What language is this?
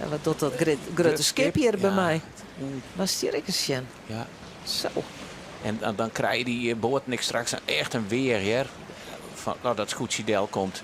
Western Frisian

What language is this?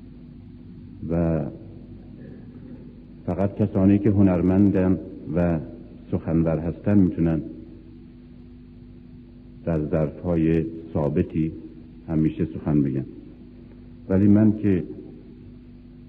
Persian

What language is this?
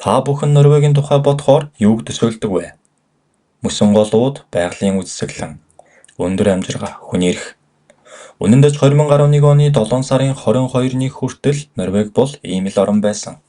Mongolian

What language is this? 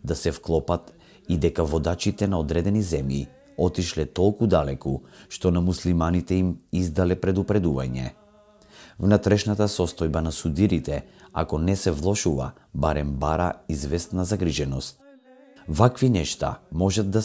Macedonian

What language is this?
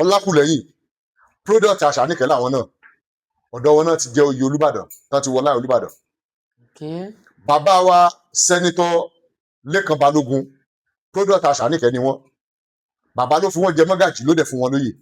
Yoruba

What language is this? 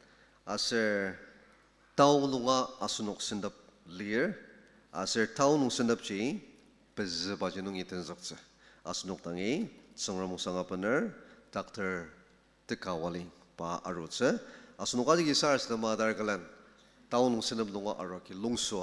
Ao Naga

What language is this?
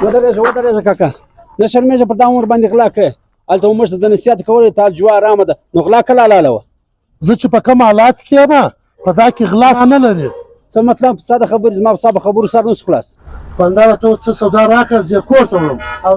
Pashto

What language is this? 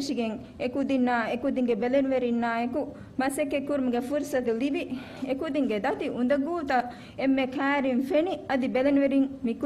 Divehi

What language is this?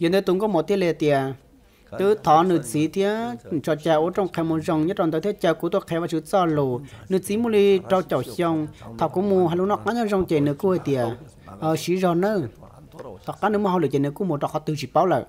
Hmong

